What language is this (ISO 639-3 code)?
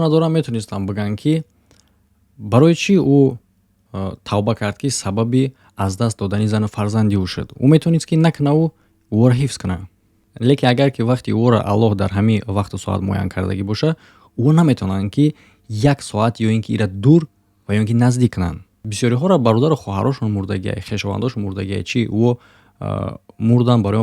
tgk